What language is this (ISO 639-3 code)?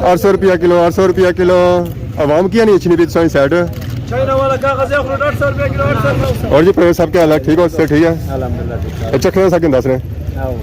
phr